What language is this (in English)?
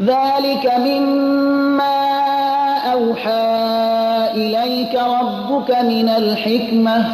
Persian